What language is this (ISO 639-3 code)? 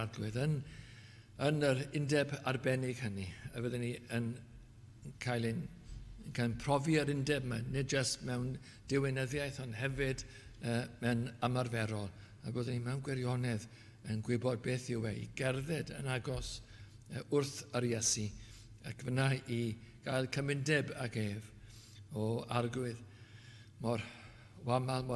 cym